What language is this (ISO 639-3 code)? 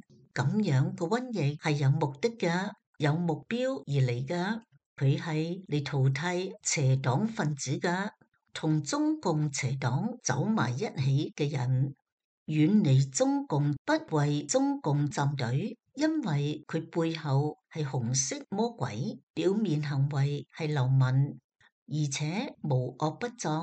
yue